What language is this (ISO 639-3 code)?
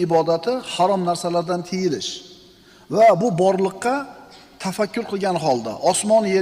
uzb